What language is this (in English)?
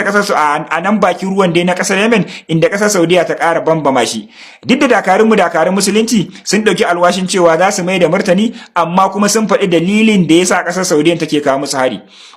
Hausa